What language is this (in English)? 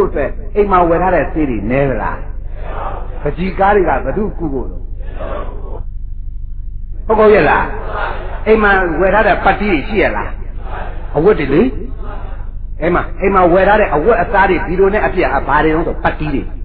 Burmese